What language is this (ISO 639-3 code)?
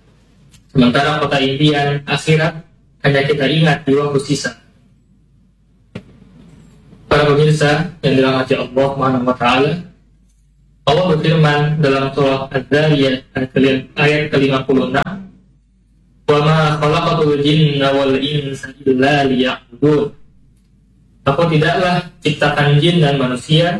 ind